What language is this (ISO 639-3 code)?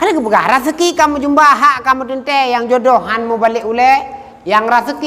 ace